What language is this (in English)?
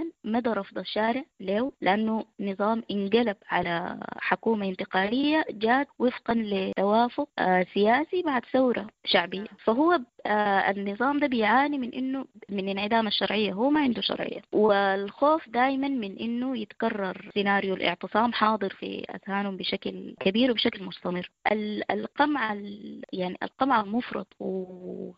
Sudanese Arabic